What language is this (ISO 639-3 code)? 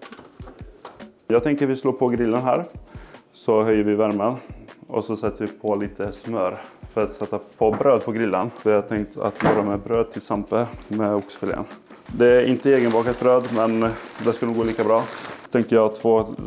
swe